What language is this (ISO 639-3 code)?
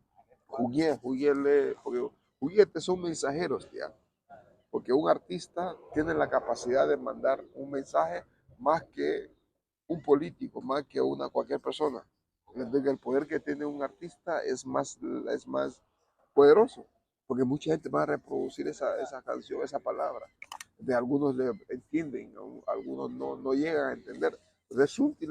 cab